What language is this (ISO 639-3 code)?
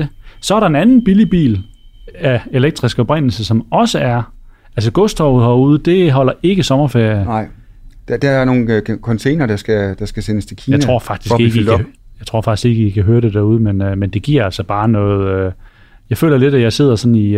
dan